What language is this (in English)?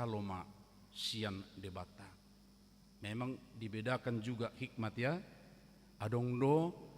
Batak Toba